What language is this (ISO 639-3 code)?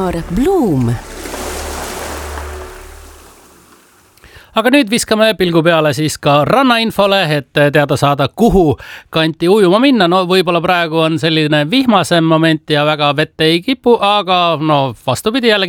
est